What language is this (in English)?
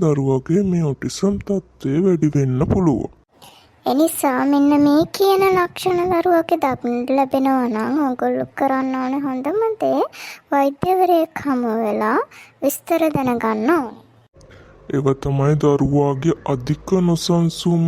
Sinhala